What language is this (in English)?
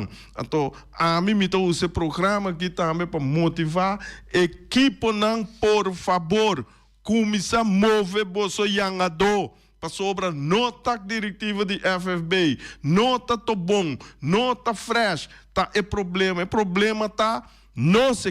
Papiamento